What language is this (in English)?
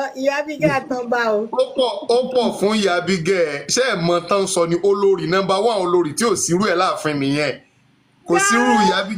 Yoruba